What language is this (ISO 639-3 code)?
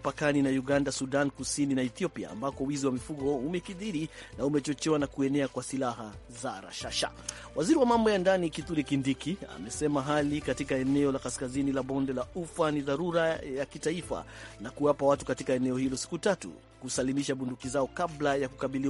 swa